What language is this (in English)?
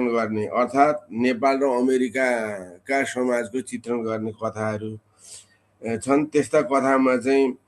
Nepali